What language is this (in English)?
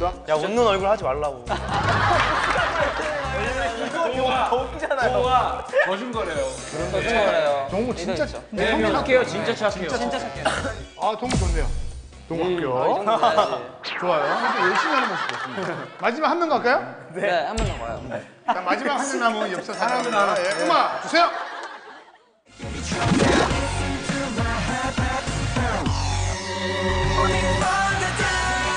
Korean